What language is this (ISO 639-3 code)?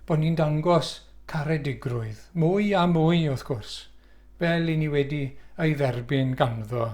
cym